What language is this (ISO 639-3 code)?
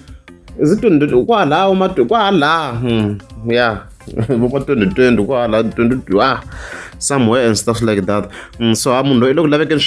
tso